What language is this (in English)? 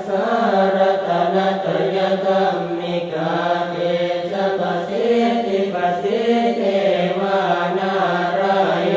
Pali